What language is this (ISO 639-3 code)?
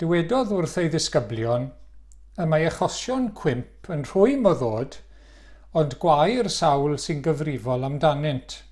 cym